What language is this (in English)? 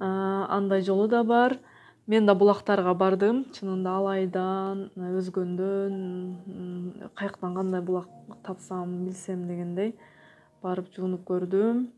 Kyrgyz